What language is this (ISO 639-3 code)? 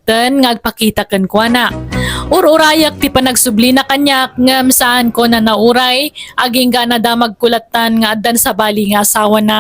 ilo